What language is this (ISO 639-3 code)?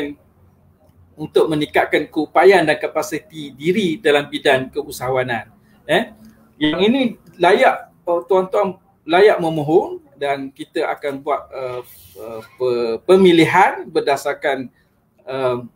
msa